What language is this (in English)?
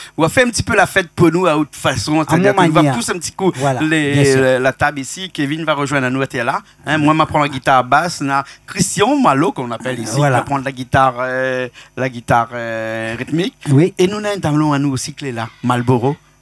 Réunion Creole French